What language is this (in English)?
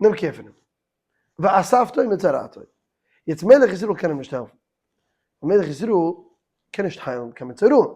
Yiddish